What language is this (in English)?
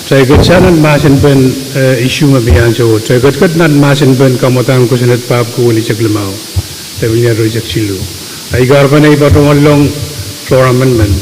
Pohnpeian